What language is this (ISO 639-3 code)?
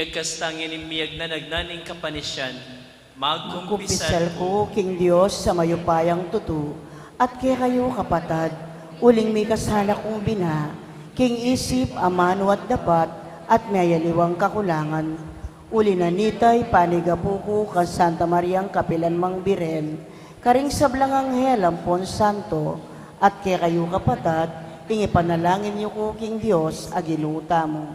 pam